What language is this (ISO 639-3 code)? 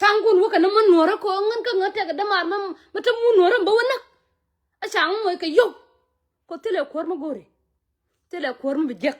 nus